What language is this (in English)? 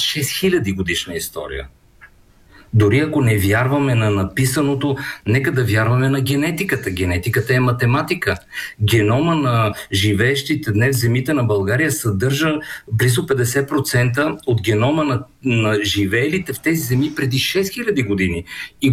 Bulgarian